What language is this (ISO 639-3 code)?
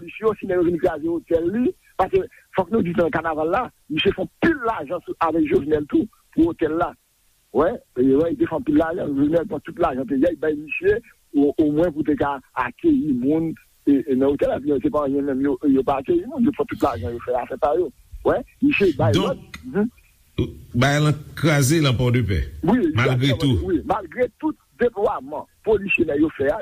hat